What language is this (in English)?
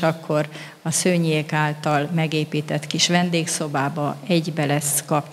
Hungarian